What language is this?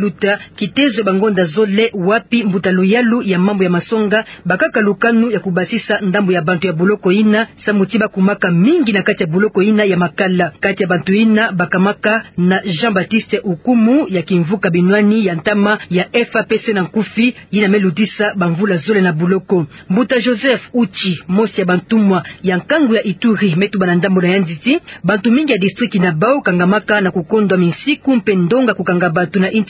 Kituba (Democratic Republic of Congo)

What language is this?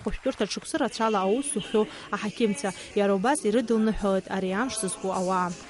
Abkhazian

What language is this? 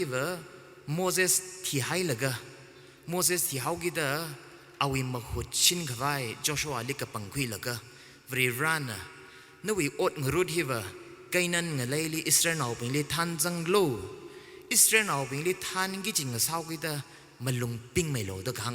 Tangkhul Naga (India)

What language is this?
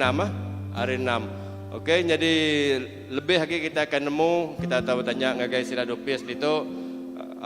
Iban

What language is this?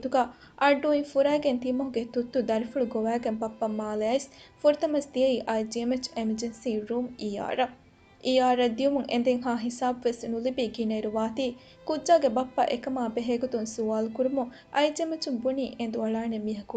Divehi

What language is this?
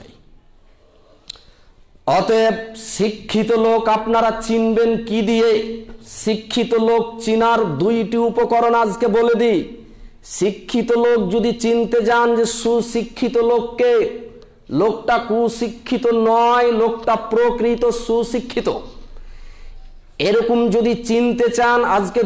Bangla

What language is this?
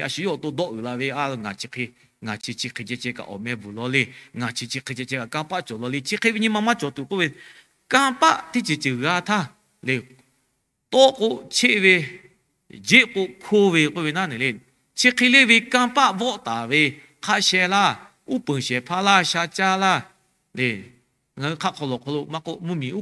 Lahu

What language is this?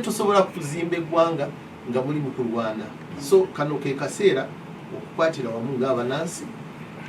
Ganda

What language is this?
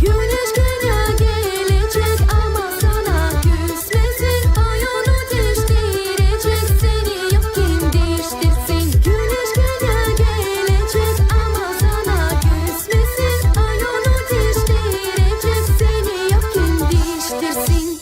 Gagauz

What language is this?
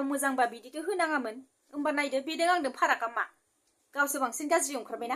Bodo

